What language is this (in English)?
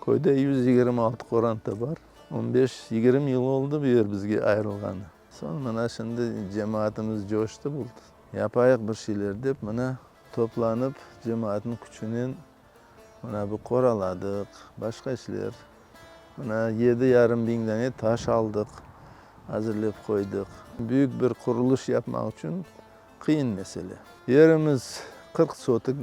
Crimean Tatar